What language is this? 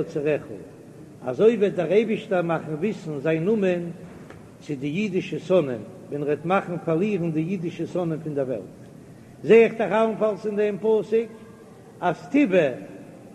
Yiddish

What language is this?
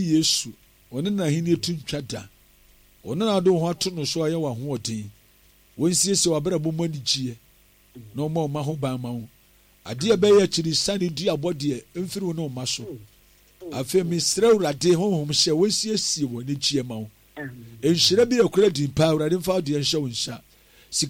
Akan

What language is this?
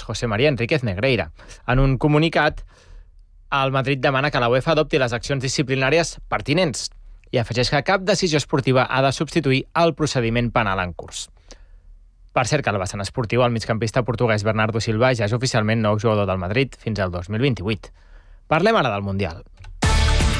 Catalan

